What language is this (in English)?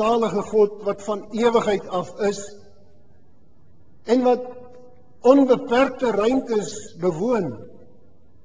Afrikaans